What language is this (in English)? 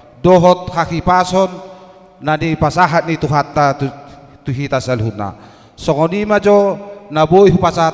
Batak Toba